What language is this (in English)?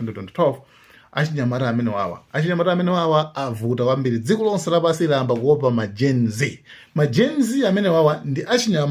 Nyanja